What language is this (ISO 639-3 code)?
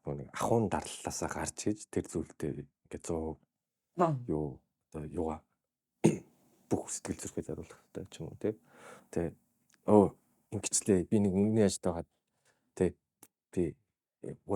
mon